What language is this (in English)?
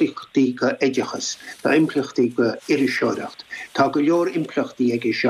Irish